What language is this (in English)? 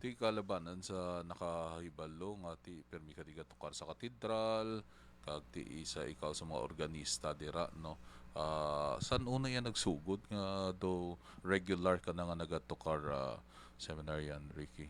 Hiligaynon